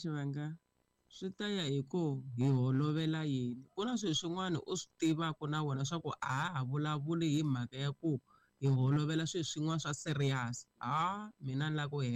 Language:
Tsonga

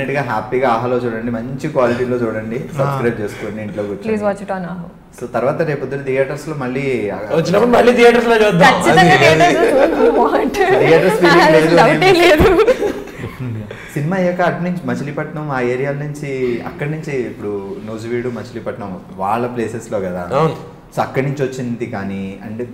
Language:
Telugu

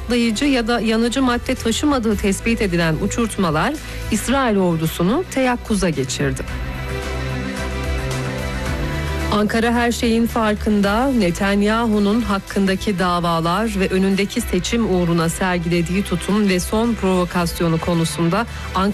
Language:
Turkish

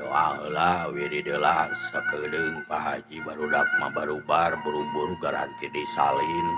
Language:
Sundanese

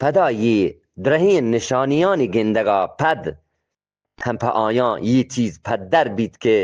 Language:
Eastern Balochi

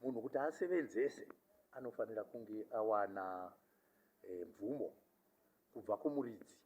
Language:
Shona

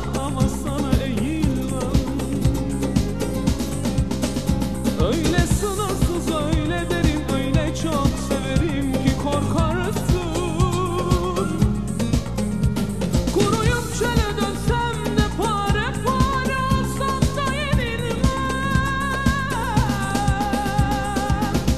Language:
Turkish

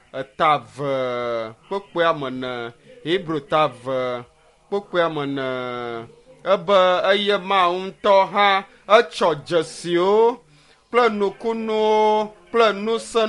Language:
Ewe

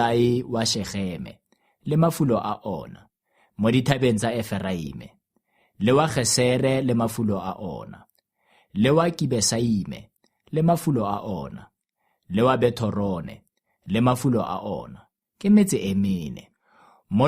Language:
Tswana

